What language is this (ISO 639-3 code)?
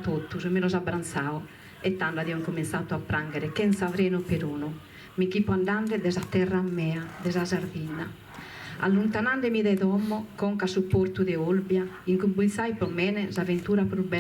srd